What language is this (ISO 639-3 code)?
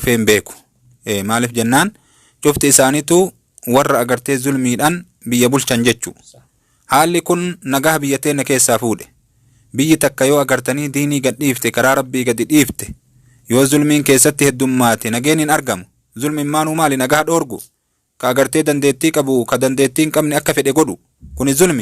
orm